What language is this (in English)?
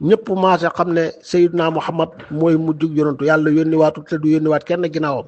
Wolof